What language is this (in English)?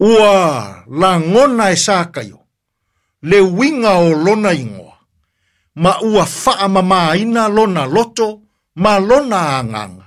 Samoan